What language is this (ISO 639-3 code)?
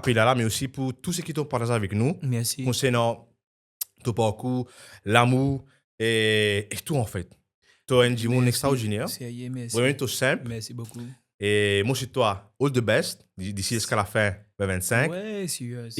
mfe